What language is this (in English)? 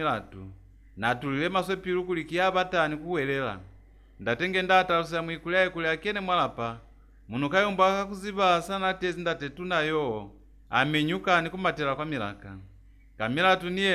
Lozi